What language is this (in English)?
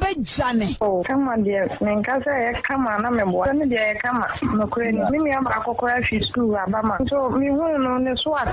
Akan